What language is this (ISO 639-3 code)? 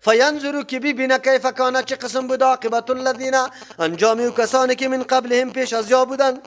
fas